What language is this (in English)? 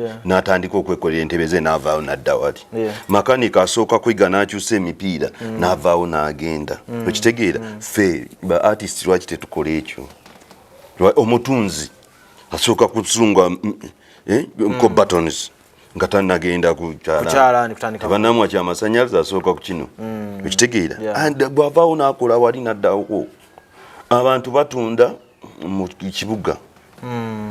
Ganda